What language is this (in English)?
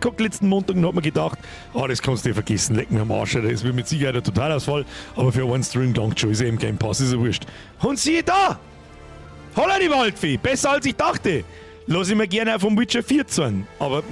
Bavarian